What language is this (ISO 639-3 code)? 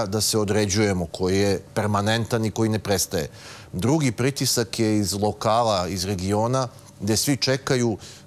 srp